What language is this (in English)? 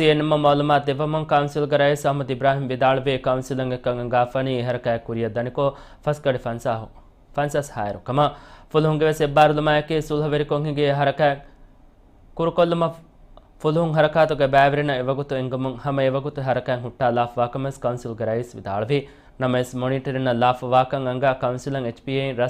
Divehi